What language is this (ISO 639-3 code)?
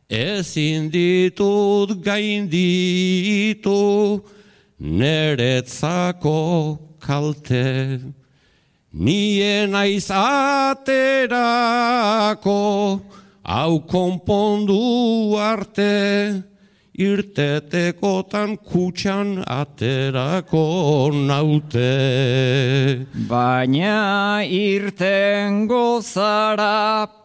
eus